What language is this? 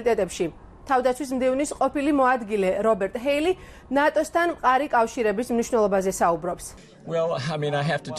Georgian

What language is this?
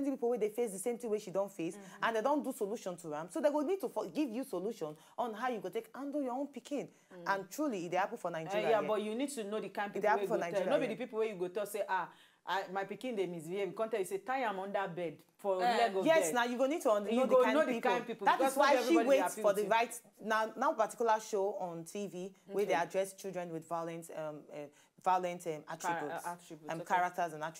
Nigerian Pidgin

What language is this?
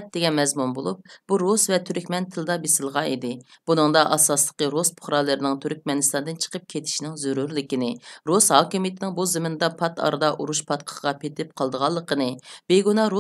Uyghur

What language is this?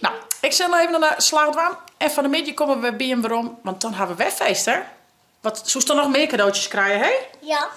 Western Frisian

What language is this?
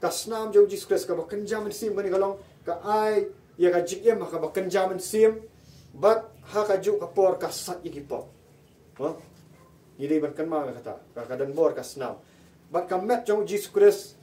Khasi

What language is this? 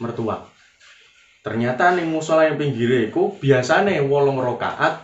Javanese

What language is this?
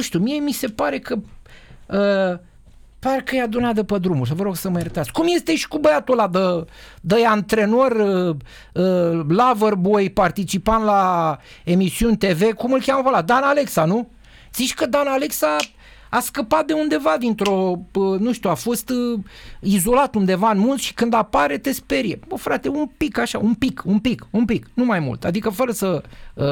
Romanian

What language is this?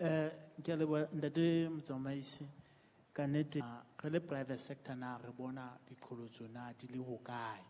Southern Sotho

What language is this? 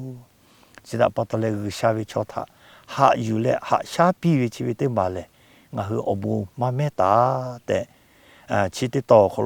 Lahu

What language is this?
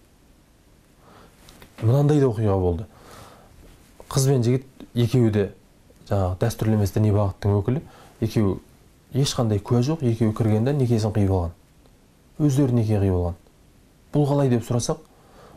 Kazakh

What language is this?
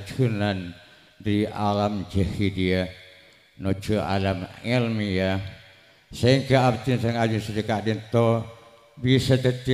Madurese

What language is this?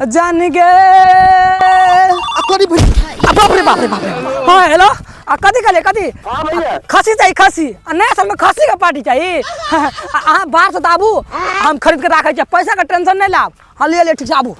Maithili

